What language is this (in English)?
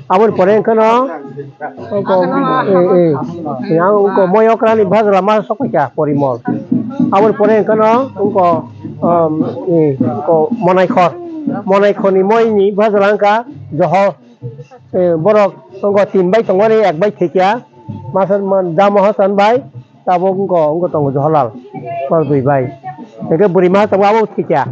Kok Borok